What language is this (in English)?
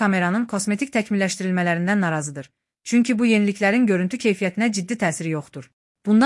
Azerbaijani